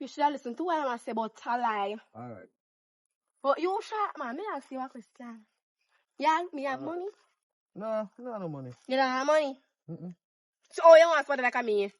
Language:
Jamaican Creole English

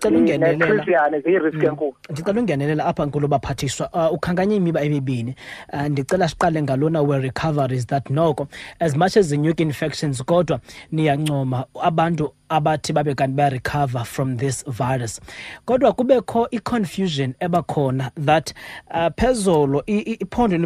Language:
Xhosa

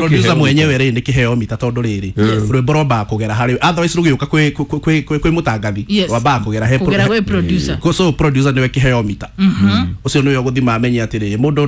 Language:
Kikuyu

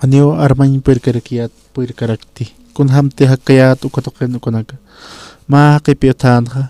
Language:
Aymara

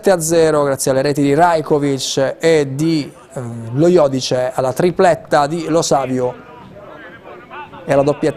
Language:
Italian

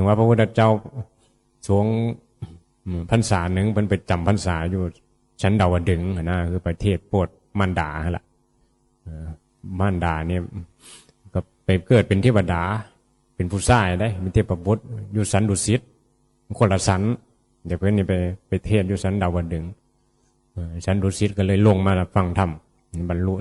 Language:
Northeastern Thai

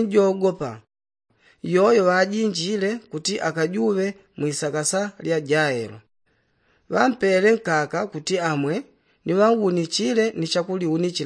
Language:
Yao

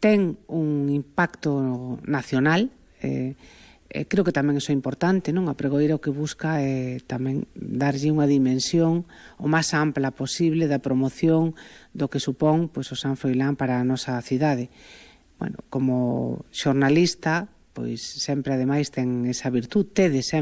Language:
Galician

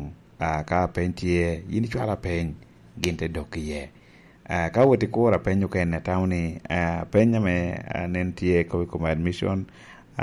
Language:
Lango (Uganda)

